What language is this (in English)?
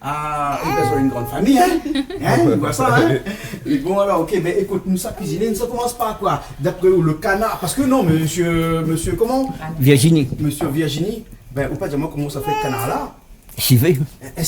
Réunion Creole French